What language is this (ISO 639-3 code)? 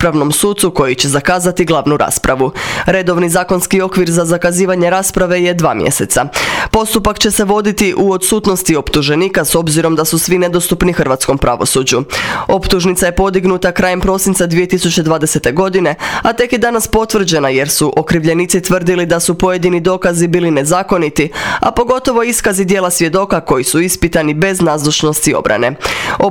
hrv